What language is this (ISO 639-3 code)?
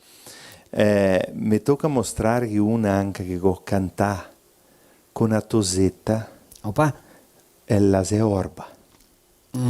vec